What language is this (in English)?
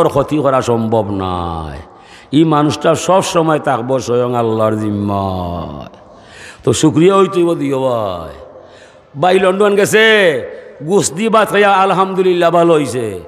Sylheti